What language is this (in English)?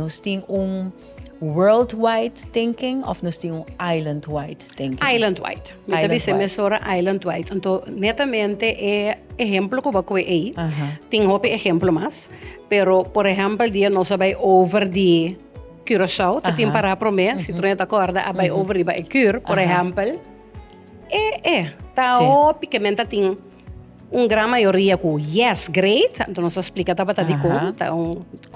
Papiamento